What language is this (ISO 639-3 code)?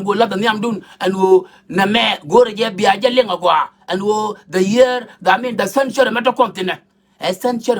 nus